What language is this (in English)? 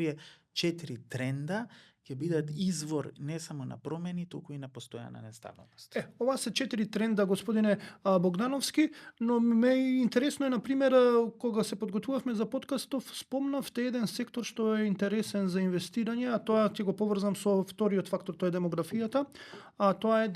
Macedonian